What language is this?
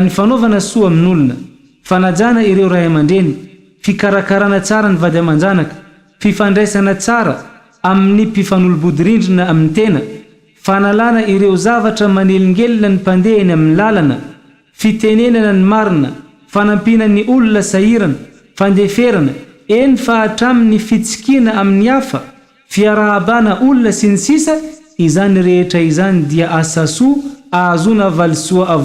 Malagasy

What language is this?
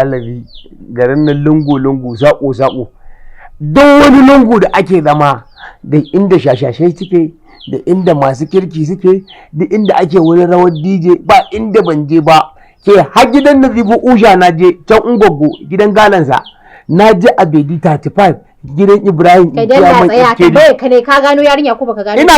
Hausa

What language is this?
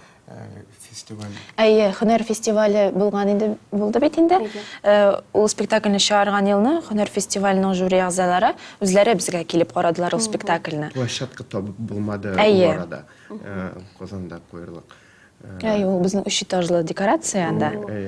Tatar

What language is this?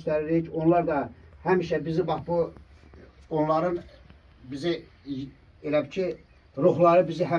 Azerbaijani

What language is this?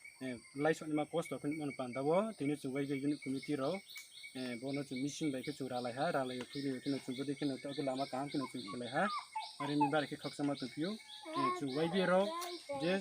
Riang (India)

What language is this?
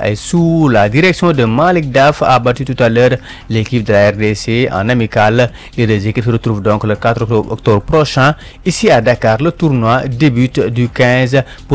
French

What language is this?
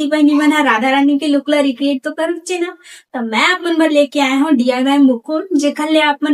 Chhattisgarhi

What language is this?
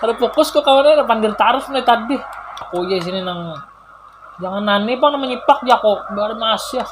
Banjar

